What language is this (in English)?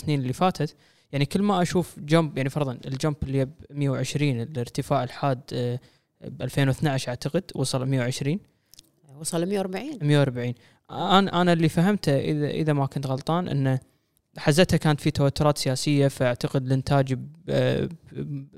Gulf Arabic